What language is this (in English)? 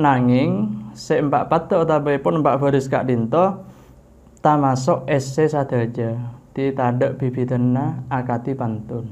Madurese